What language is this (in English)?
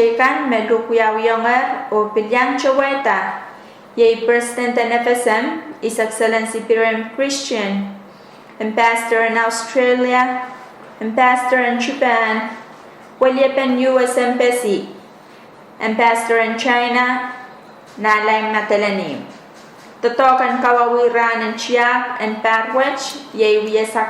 Pohnpeian